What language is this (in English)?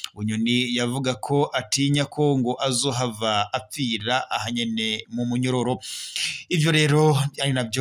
Rundi